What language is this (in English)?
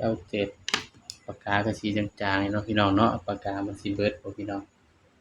Northeastern Thai